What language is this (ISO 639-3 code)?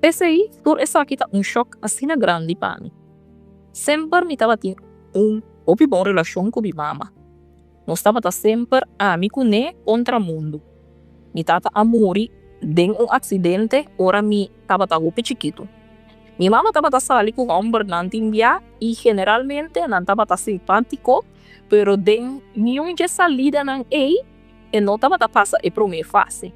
pap